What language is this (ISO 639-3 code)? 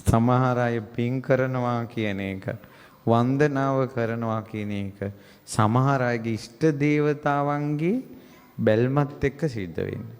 sin